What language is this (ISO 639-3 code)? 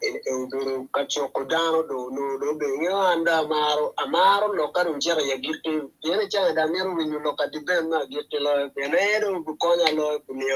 ach